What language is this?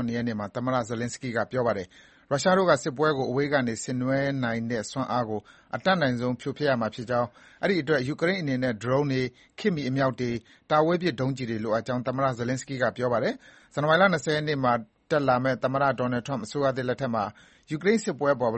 Burmese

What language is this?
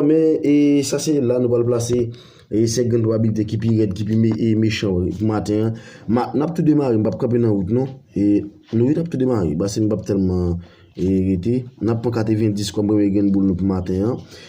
Haitian Creole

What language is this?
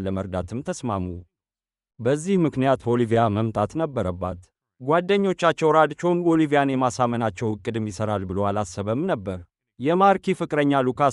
Amharic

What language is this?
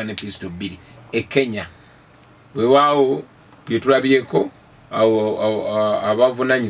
Ganda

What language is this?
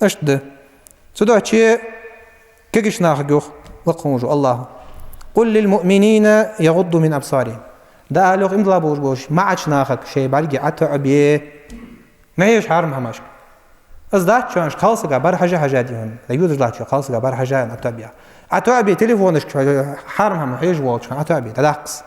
Ingush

